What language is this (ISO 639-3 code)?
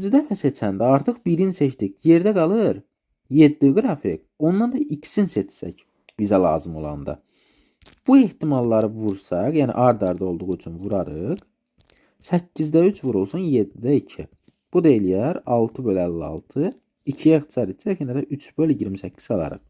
aze